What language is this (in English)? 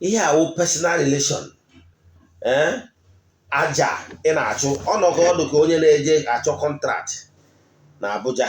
Igbo